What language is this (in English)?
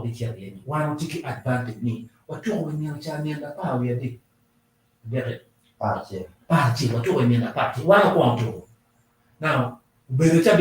Acoli